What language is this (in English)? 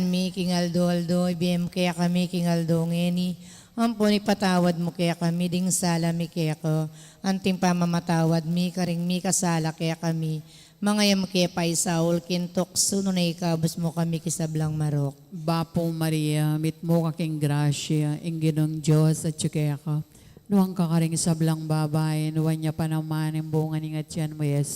Pampanga